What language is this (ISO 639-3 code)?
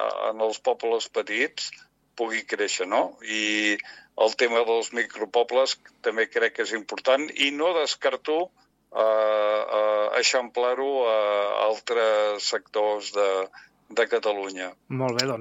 cat